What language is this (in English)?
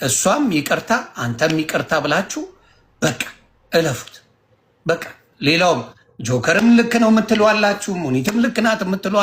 Amharic